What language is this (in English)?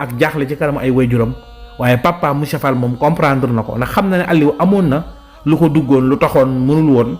Wolof